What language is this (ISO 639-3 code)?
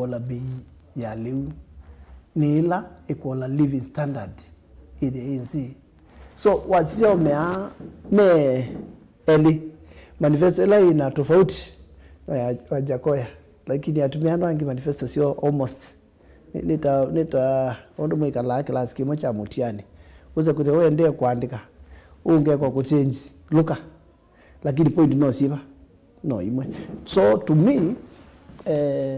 kam